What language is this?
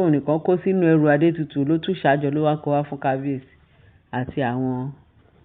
Yoruba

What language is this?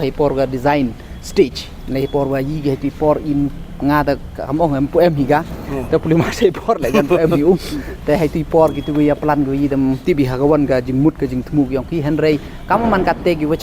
Pnar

